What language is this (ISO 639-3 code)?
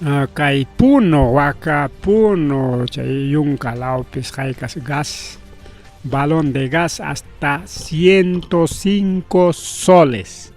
quy